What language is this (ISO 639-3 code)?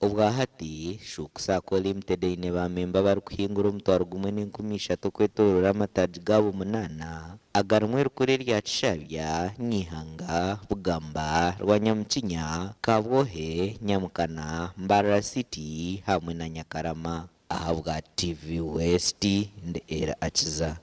nyn